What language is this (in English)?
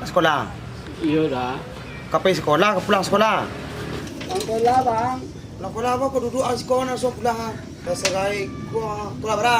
Minangkabau